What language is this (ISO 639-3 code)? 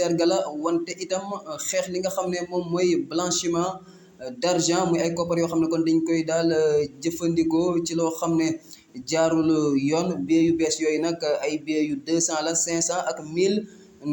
wol